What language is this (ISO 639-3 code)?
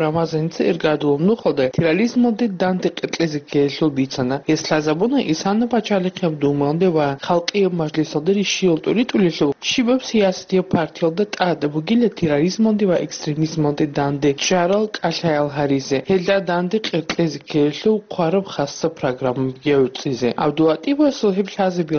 ava